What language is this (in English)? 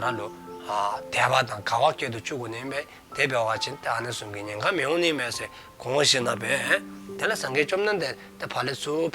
Dzongkha